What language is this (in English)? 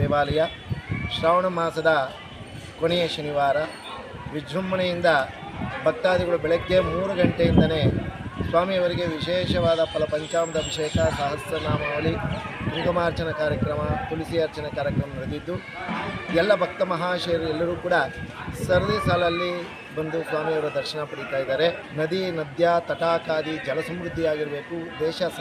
Kannada